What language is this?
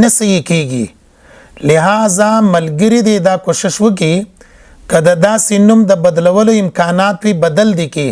Pashto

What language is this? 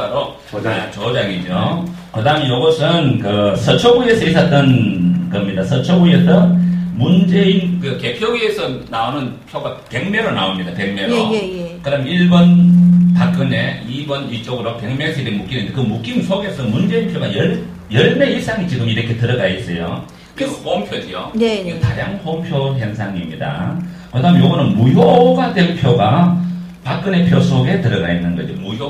Korean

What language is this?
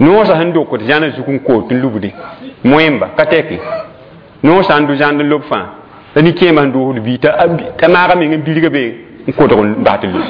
Mossi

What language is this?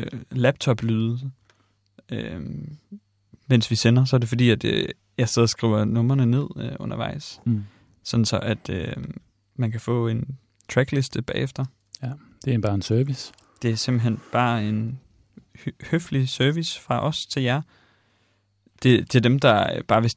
Danish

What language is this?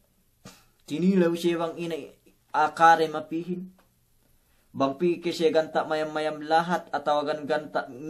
Yakan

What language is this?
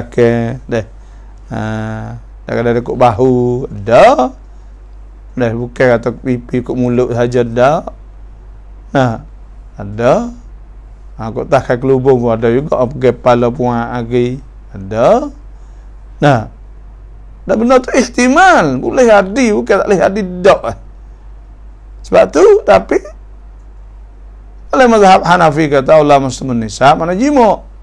Malay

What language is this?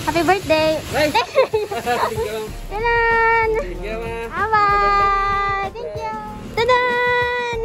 Hiligaynon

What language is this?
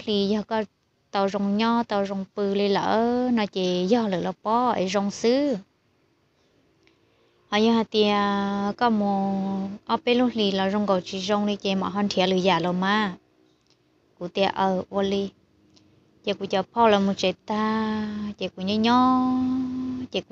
Vietnamese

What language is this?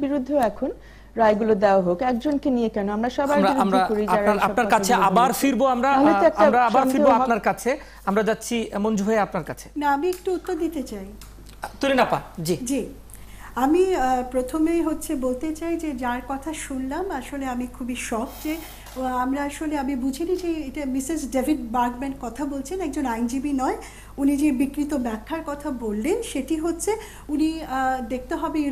Bangla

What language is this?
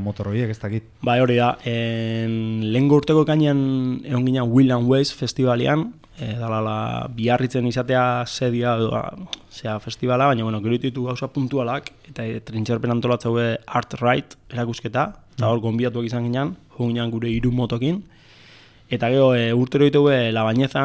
Basque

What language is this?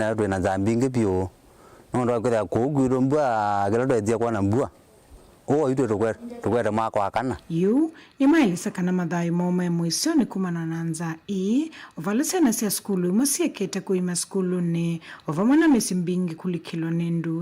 Kamba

